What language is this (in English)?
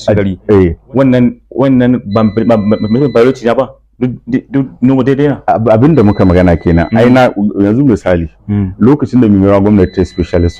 Hausa